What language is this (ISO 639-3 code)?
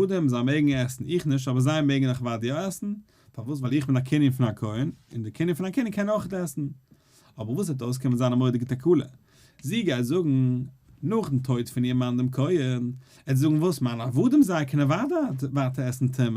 yid